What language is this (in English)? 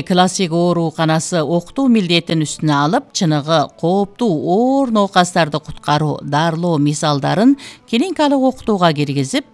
Kyrgyz